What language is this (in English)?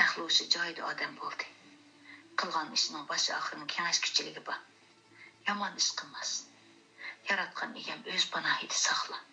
Uyghur